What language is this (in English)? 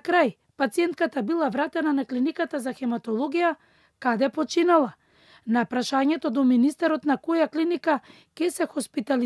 Macedonian